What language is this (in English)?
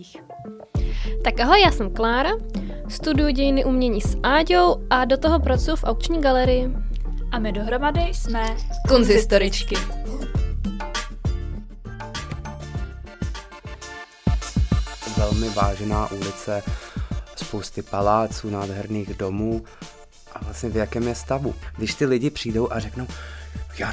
Czech